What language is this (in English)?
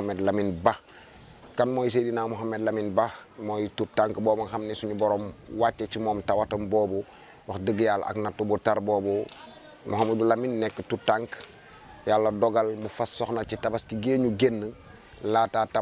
Wolof